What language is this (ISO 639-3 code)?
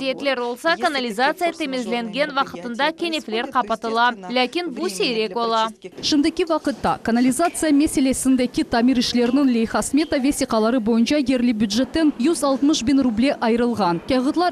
crh